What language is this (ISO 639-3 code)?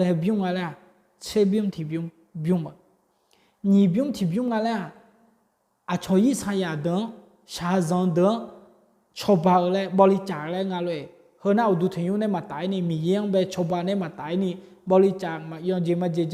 ahk